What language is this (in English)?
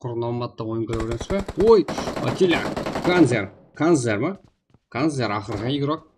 Kara-Kalpak